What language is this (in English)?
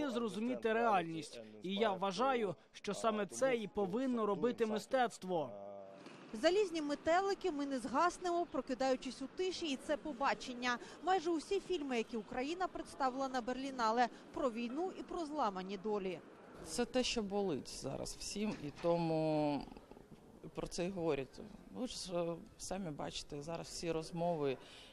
Ukrainian